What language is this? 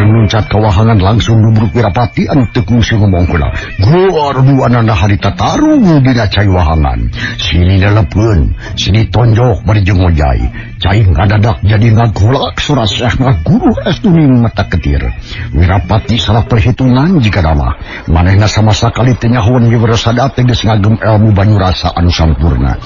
Sundanese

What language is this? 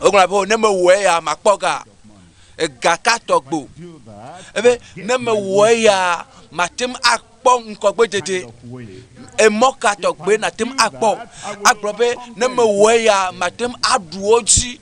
Ewe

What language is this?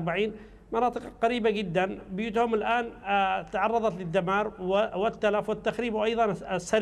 Arabic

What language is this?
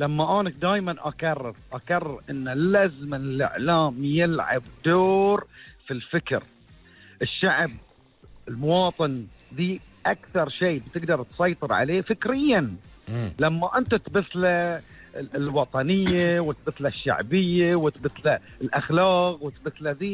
Gulf Arabic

